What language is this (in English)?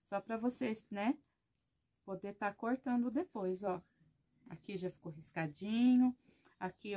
Portuguese